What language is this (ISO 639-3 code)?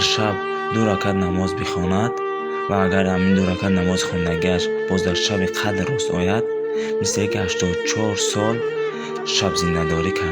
tgk